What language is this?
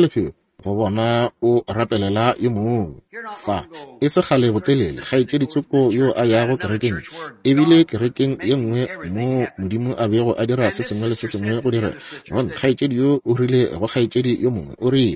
Northern Sotho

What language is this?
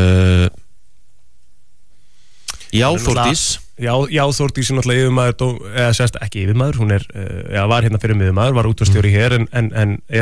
Icelandic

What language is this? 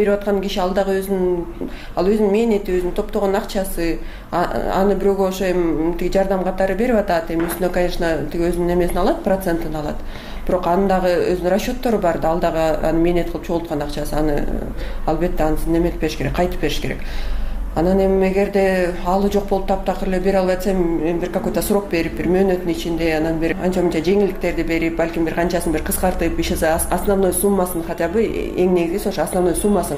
Kyrgyz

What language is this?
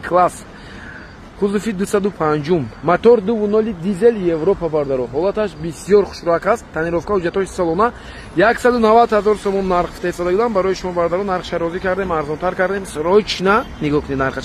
Tajik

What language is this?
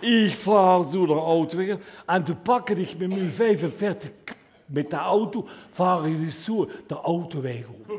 Limburgish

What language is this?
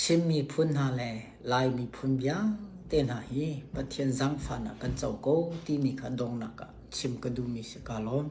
Hakha Chin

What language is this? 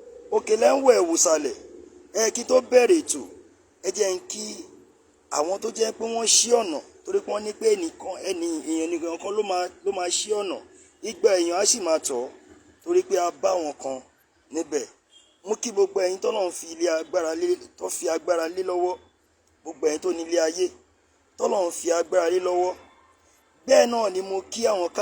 Yoruba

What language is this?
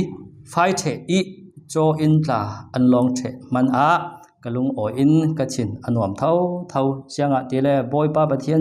Falam Chin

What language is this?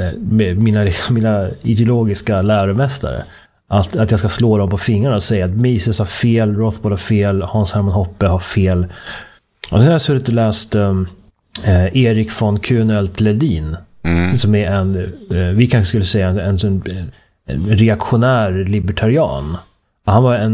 Swedish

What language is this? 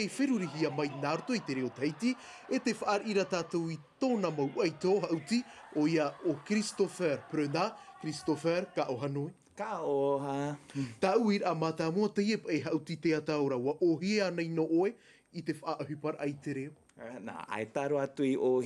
Tahitian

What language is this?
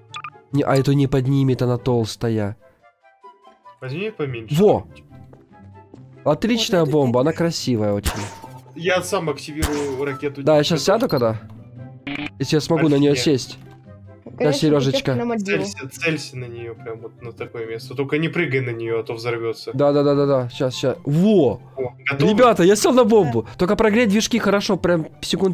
Russian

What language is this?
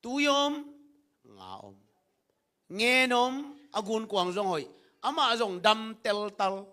Tedim Chin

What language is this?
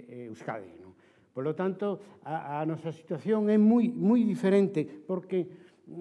Galician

